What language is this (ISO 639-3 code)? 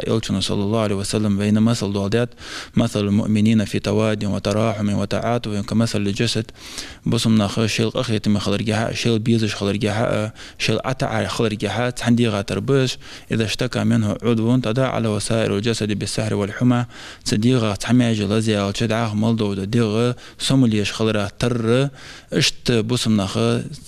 inh